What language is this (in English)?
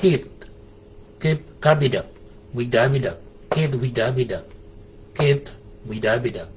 Shilluk